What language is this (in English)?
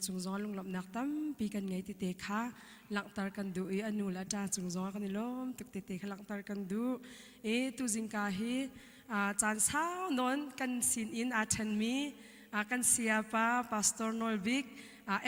Hakha Chin